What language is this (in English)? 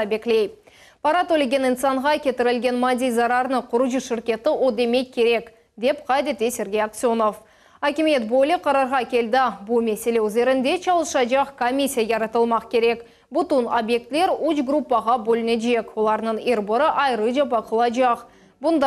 Crimean Tatar